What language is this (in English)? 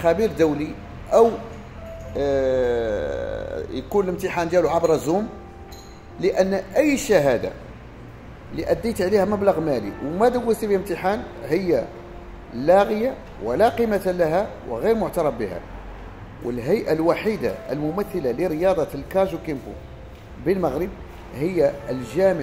Moroccan Arabic